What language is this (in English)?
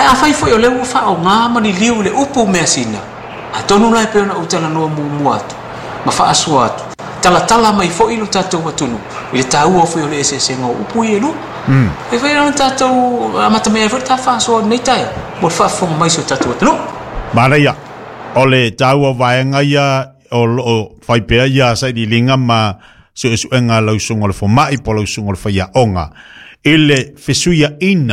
Samoan